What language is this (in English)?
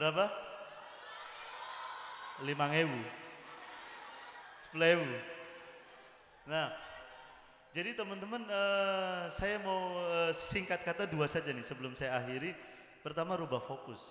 Indonesian